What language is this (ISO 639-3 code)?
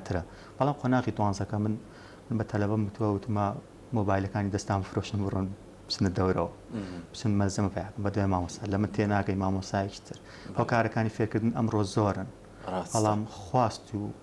ckb